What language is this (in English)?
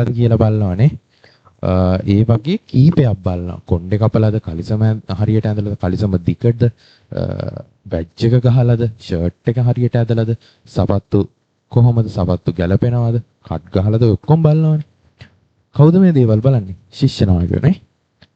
Sinhala